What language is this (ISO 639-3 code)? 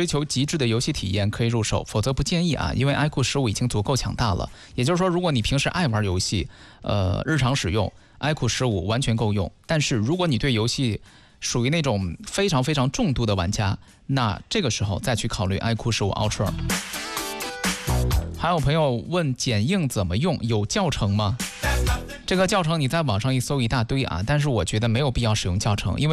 zho